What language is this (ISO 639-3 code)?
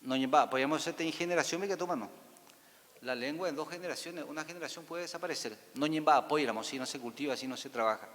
grn